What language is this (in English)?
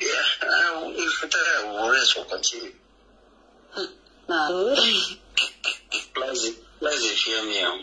Nigerian Pidgin